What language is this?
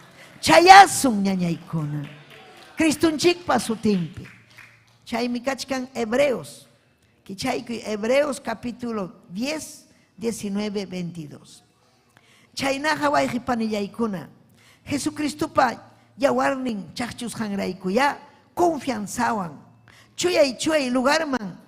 Ayacucho Quechua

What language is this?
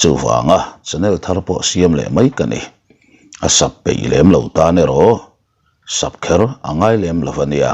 Mizo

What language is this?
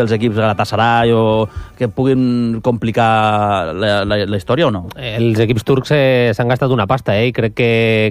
Catalan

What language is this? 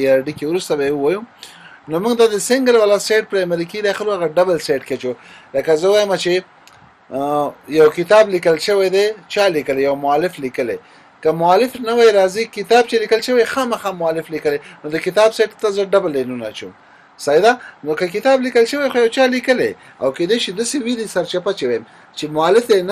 Pashto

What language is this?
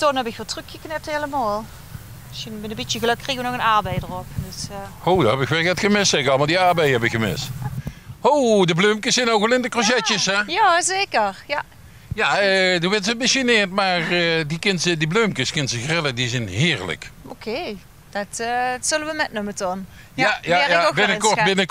Limburgish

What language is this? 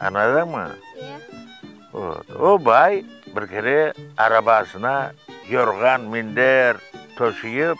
Crimean Tatar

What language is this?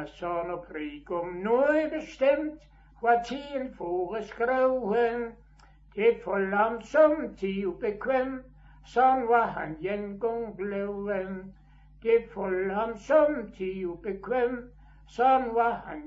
Danish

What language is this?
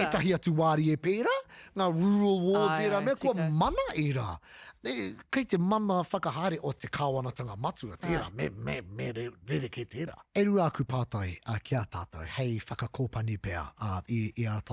Māori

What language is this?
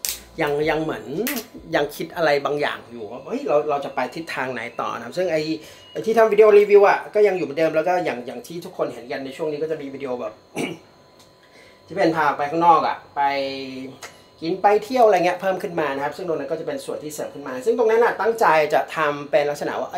Thai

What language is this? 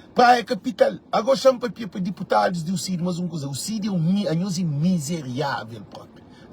Kabuverdianu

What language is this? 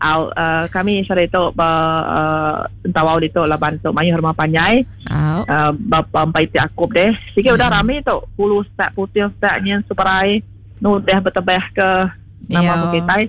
Iban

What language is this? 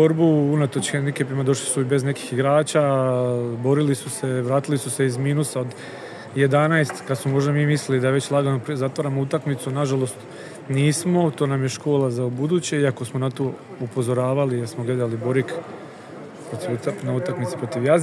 Croatian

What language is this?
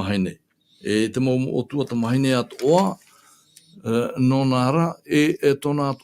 Tahitian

